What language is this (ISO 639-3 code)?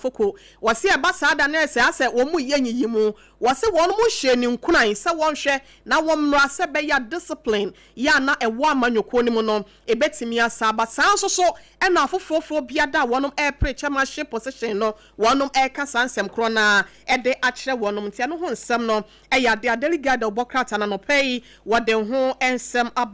aka